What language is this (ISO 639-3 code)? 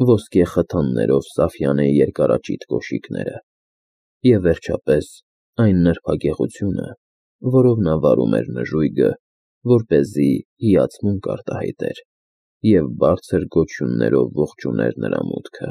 hye